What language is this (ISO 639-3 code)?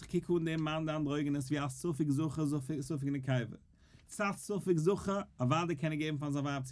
yid